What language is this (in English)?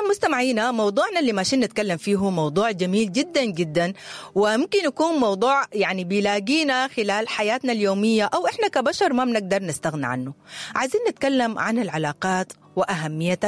Sudanese Arabic